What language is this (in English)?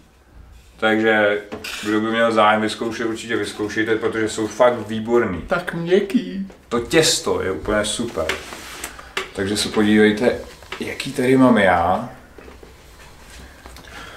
Czech